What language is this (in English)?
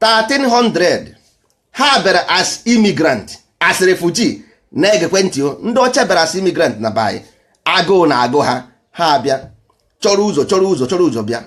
Igbo